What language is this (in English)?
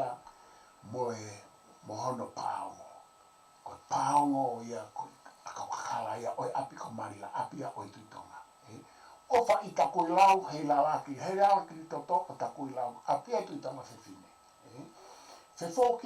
Tongan